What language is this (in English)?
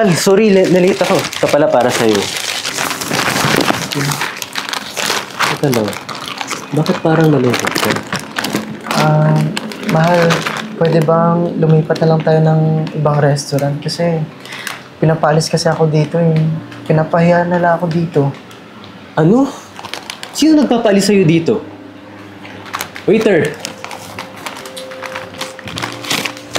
Filipino